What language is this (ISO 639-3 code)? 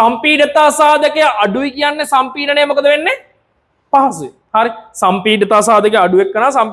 sin